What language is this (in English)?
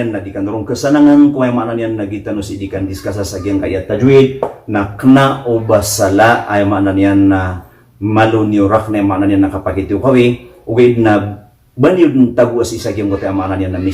Maranao